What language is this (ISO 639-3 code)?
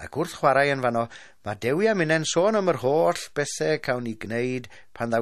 cym